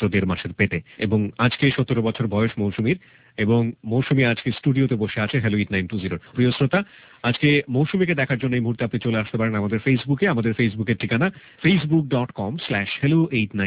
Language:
Bangla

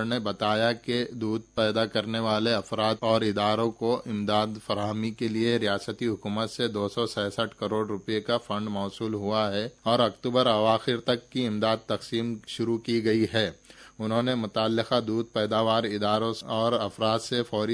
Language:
Urdu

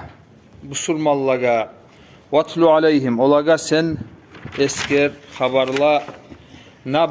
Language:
Kumyk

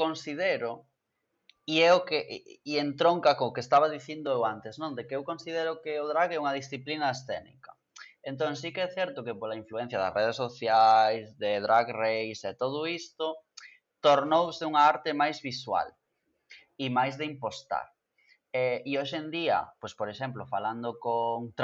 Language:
Galician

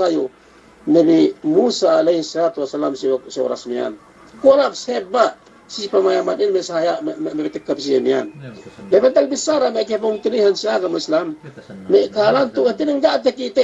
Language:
Yakan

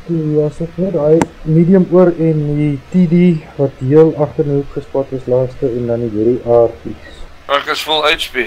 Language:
Afrikaans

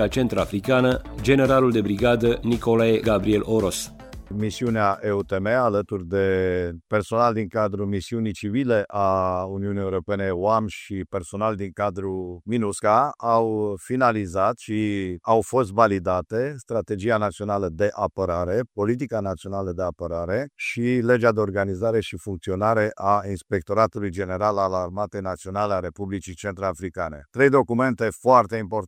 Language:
Romanian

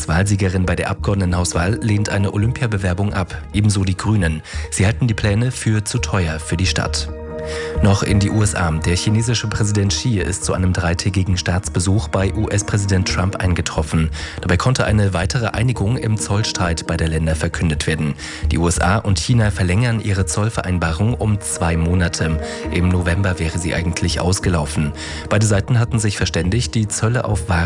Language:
German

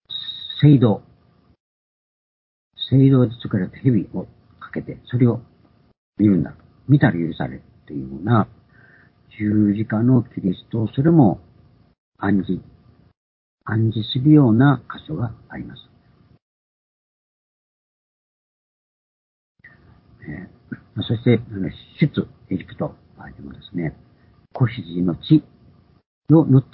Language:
Japanese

